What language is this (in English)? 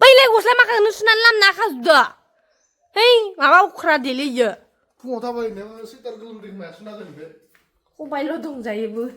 Bodo